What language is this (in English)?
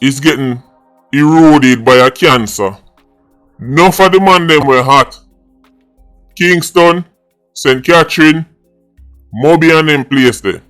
Jamaican Creole English